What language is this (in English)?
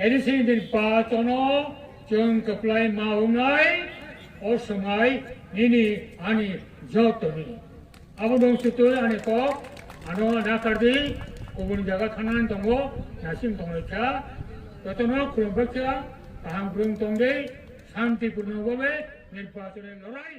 Kok Borok